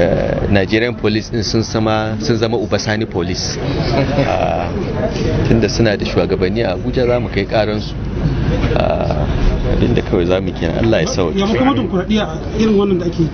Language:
Hausa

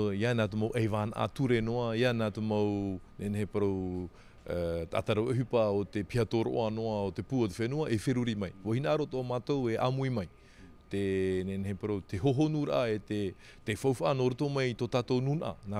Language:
Tahitian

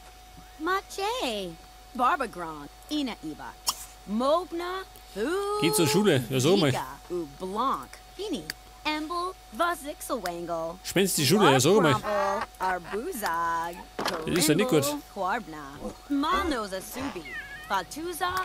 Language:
Bavarian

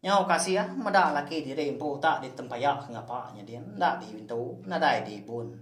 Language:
Iban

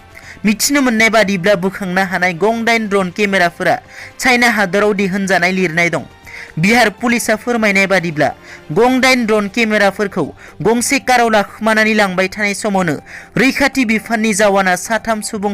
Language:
Bodo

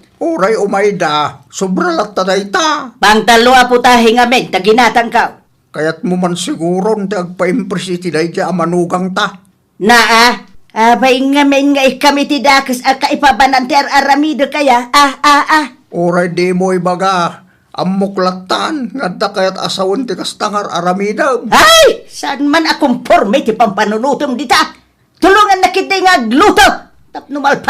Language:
Iloko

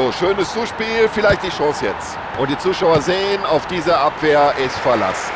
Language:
Bavarian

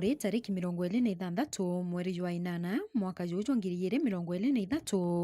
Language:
Meru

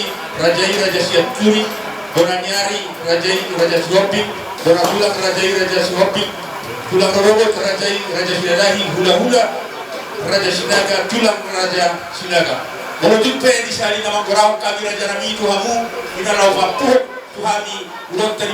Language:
Batak Toba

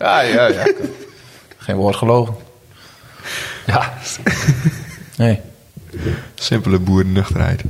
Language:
Dutch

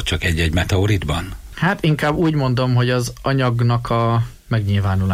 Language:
Hungarian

